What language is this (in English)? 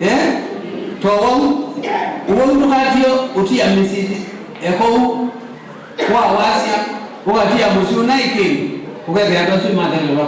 Kamba